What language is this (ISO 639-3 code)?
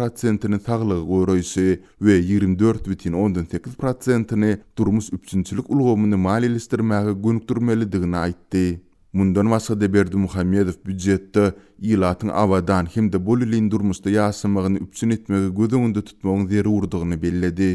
tuk